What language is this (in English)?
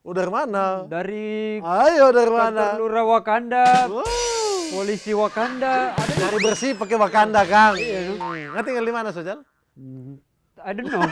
Manado Malay